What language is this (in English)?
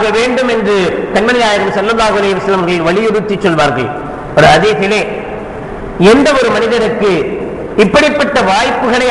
Tamil